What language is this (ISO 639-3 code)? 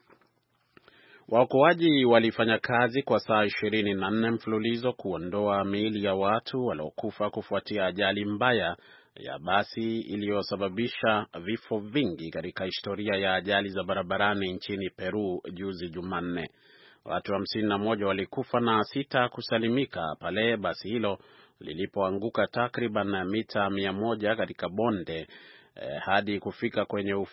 swa